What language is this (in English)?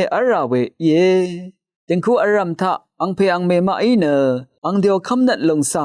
Rawang